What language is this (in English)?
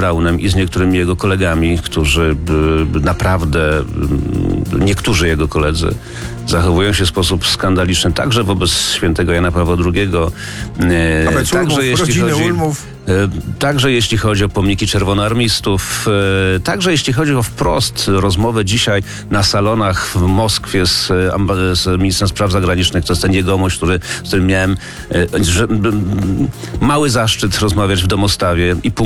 Polish